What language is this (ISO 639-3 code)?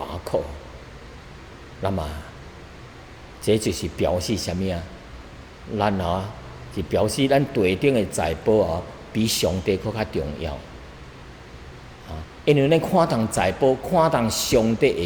nan